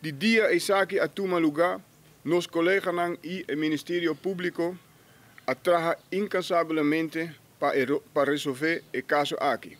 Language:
Papiamento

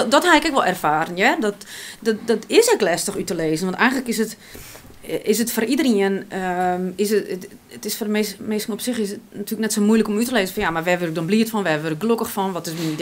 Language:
Western Frisian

